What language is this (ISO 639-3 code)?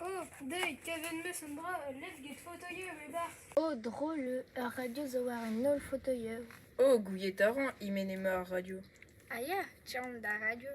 bre